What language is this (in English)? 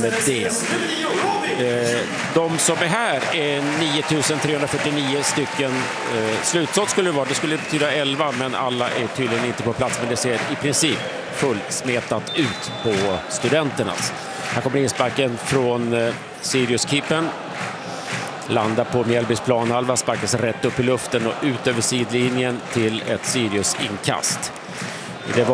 Swedish